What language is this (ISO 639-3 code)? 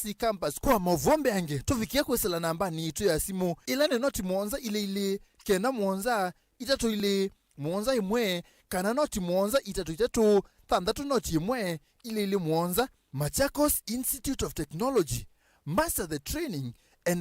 kam